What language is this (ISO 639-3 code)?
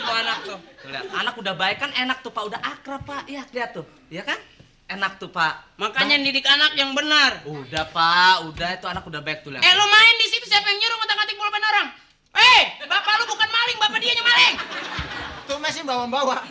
bew